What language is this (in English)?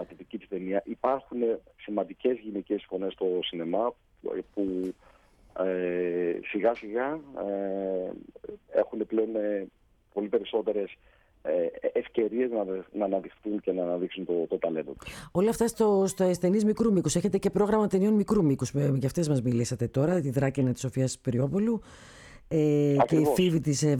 Greek